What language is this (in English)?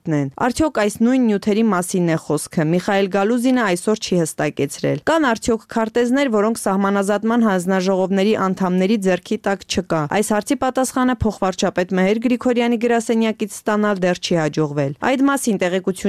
Armenian